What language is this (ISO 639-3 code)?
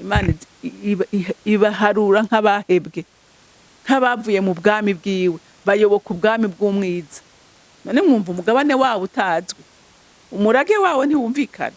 run